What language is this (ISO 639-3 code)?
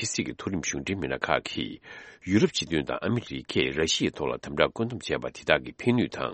bod